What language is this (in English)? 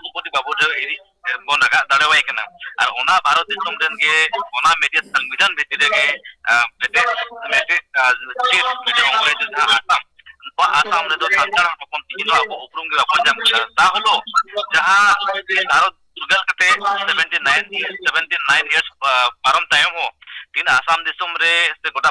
Santali